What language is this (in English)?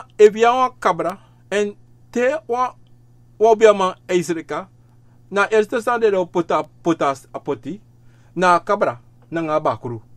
Sranan Tongo